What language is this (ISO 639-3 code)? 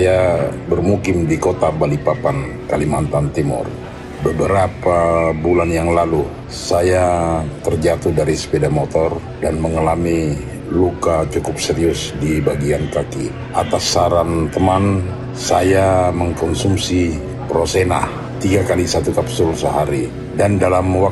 ind